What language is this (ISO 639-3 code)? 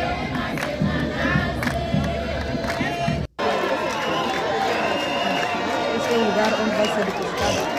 por